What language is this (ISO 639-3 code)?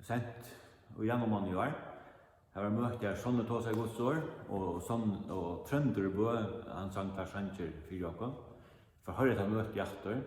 fao